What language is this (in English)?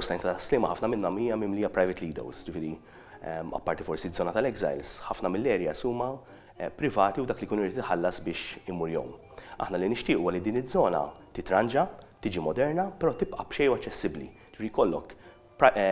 Maltese